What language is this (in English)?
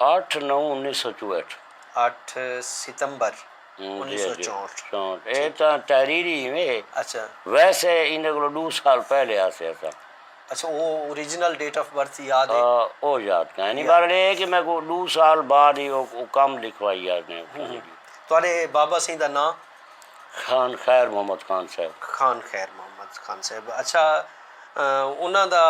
Saraiki